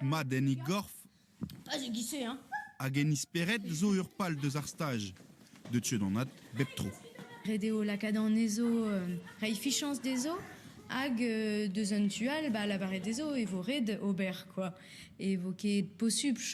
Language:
Breton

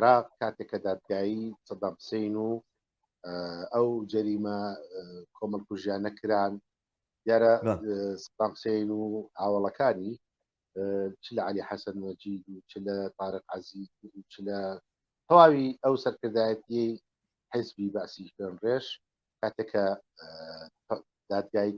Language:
Central Kurdish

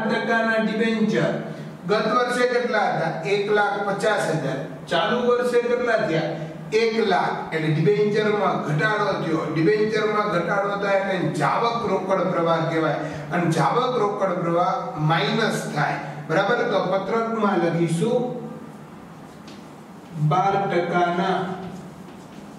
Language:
Gujarati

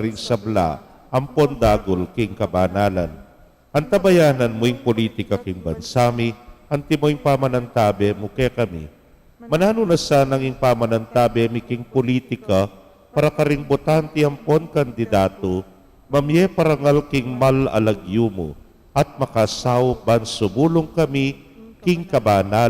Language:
Pampanga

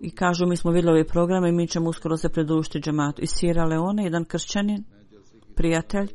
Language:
Bosnian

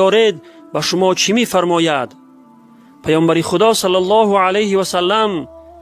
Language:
Tajik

